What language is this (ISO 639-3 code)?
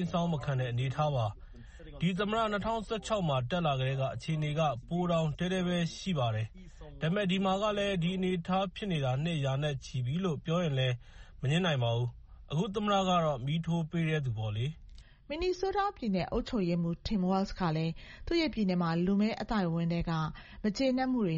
mya